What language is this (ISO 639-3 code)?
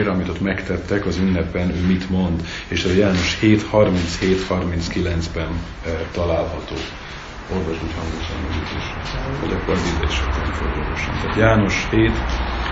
hun